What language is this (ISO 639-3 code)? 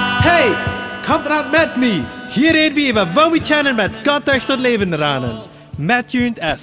pdt